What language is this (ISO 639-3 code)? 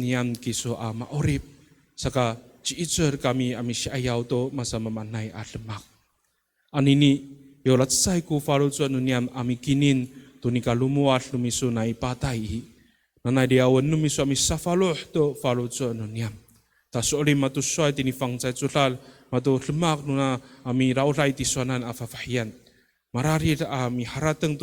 ami